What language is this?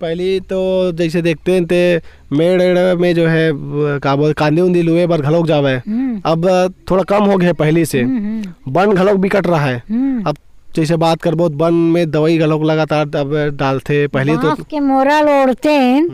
Chhattisgarhi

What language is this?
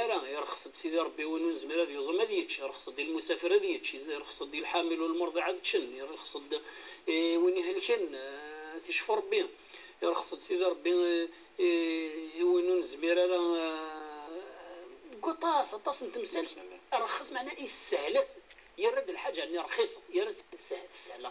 Kabyle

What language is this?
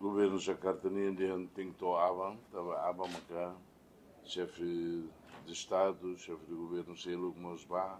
Tetum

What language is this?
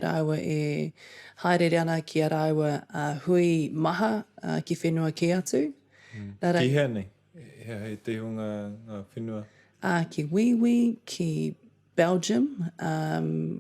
Māori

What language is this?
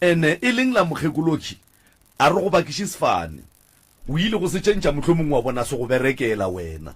Northern Sotho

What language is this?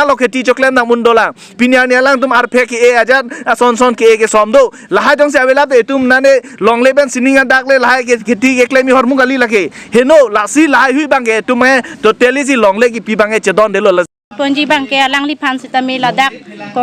Karbi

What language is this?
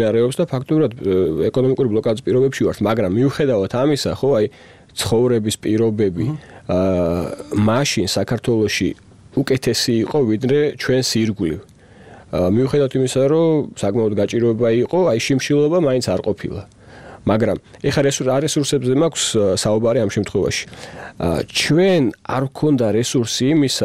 Georgian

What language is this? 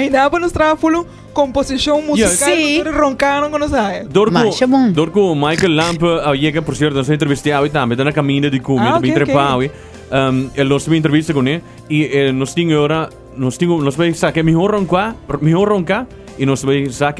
Papiamento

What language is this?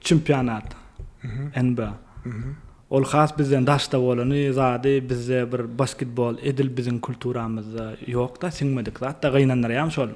Turkmen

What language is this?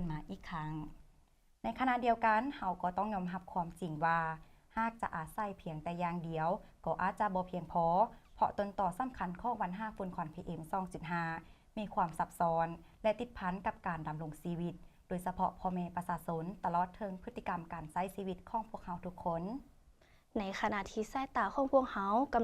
Lao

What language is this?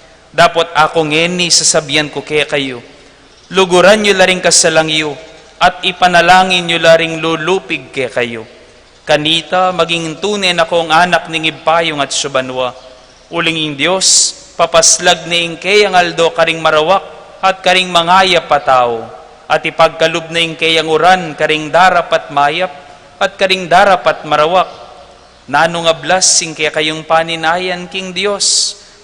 Pampanga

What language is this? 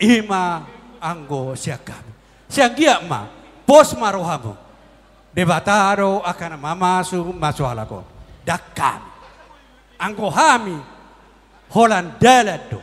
Batak Toba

